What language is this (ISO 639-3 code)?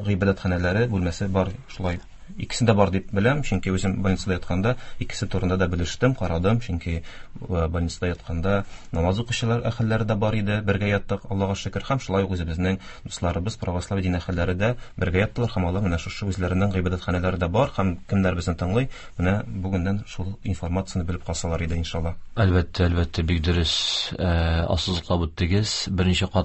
tat